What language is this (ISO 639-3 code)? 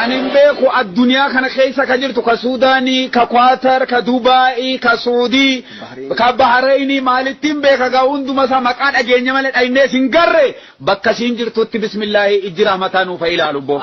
orm